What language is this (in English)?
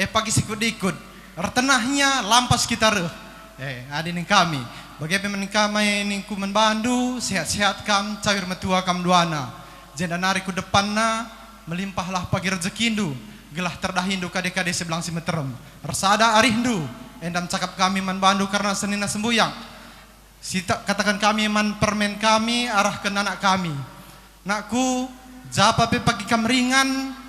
Batak Karo